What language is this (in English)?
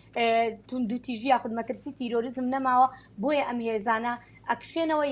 Central Kurdish